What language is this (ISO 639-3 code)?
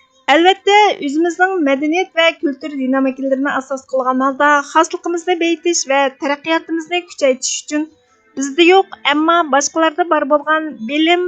uig